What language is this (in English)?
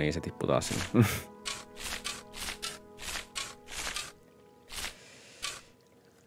Finnish